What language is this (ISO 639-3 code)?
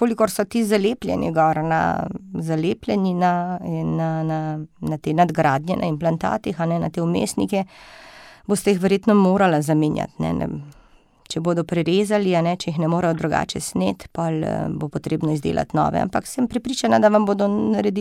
slv